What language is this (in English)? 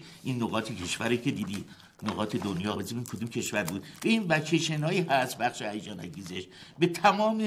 Persian